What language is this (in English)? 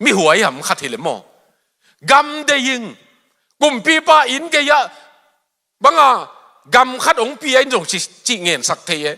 Tedim Chin